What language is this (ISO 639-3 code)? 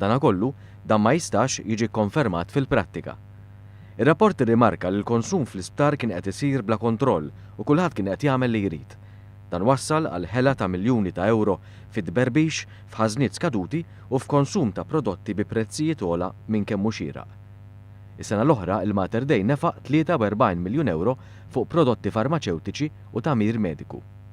mlt